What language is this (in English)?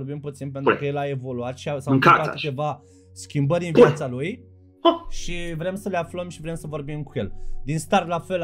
Romanian